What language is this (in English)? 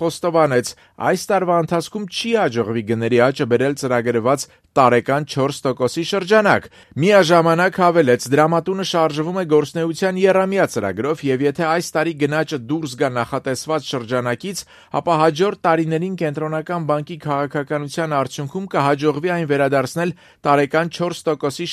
Armenian